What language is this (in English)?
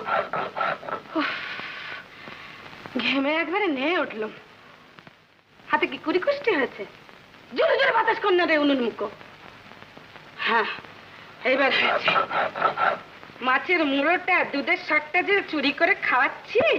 Bangla